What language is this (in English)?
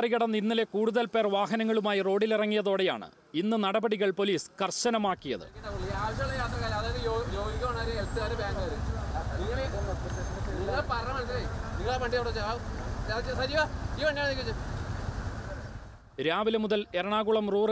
Malayalam